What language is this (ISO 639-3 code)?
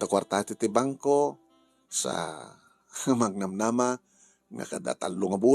ilo